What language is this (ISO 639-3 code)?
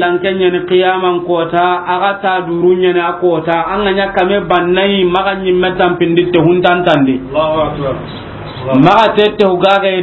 snk